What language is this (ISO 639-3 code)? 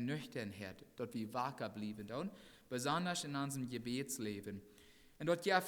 pdt